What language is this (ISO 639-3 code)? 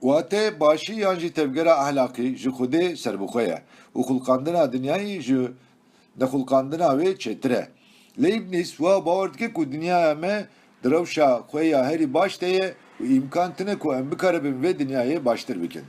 kur